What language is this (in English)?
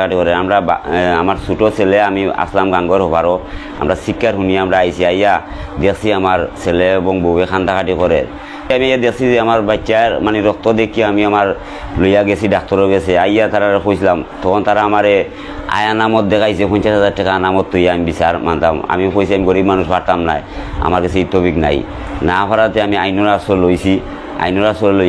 Sylheti